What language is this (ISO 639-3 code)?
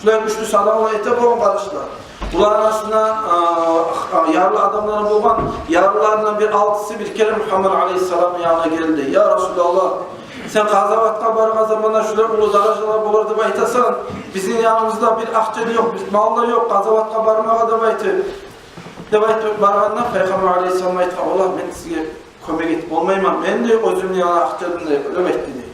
kum